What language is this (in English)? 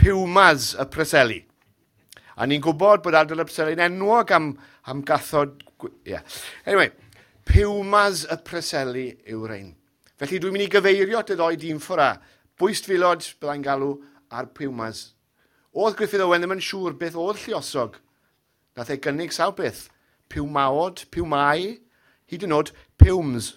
Welsh